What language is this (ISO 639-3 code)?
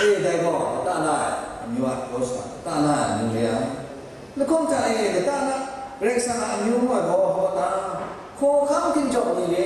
kac